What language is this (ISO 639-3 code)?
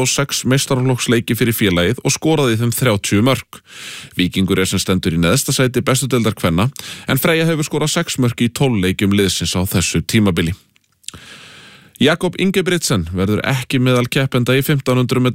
isl